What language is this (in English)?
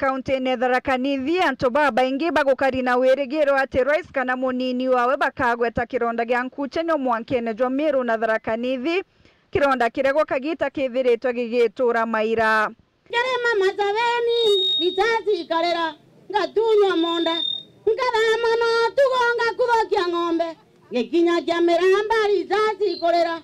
Meru